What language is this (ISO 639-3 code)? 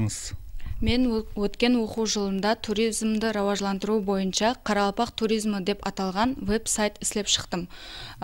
kaa